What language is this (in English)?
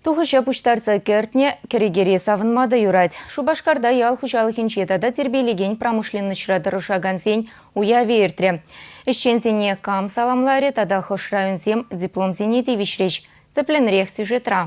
Chuvash